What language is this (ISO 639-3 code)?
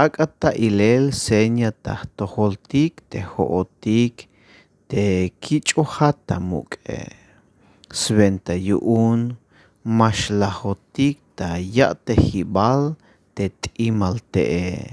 tzh